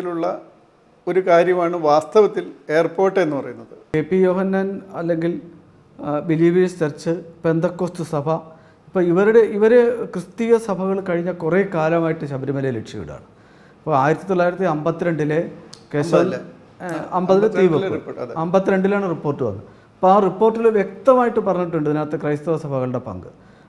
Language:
Malayalam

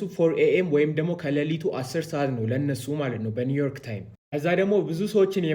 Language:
Amharic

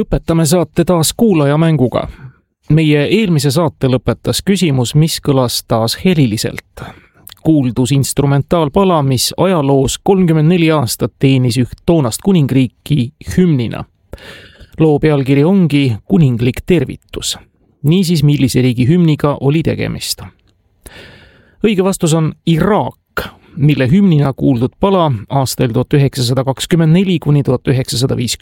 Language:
Estonian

